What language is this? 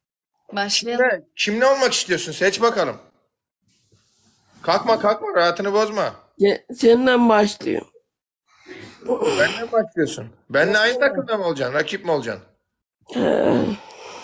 Turkish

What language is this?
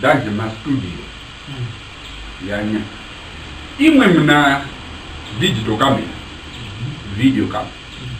Tumbuka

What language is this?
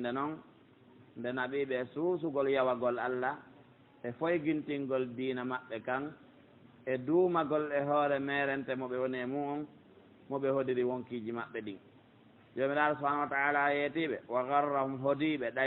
Pular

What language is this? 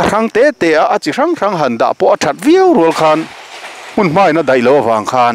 Mizo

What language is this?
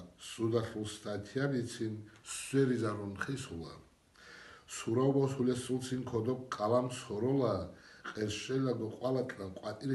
Avaric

